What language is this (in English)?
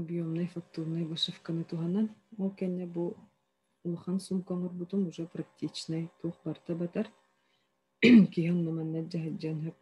Yakut